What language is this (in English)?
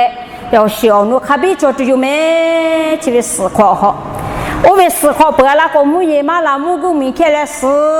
Lahu